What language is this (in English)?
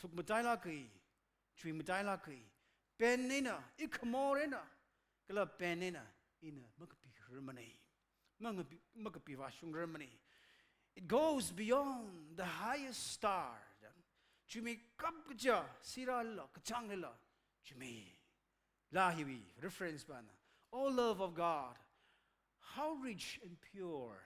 Tangkhul Naga (India)